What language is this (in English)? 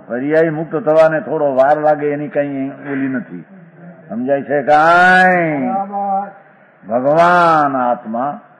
Gujarati